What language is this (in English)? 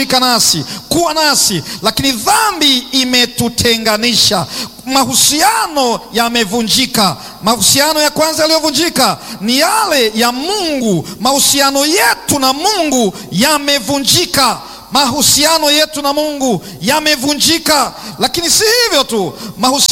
Swahili